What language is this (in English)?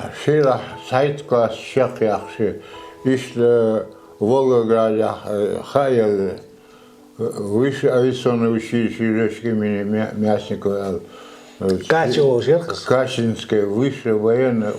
Chechen